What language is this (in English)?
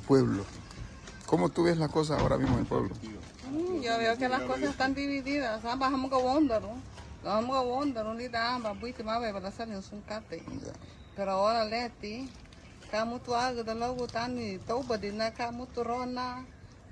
Garifuna